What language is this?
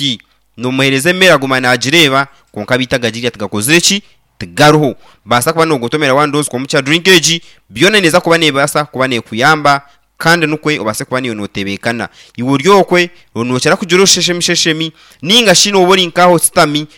Nyankole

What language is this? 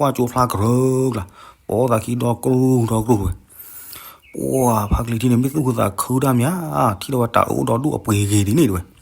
S'gaw Karen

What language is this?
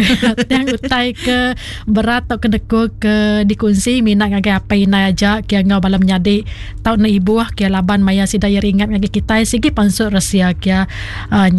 Iban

